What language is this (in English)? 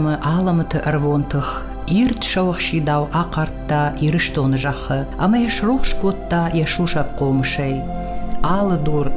Ossetic